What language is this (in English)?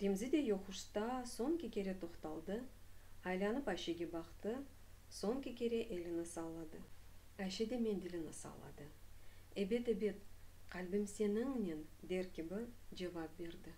Crimean Tatar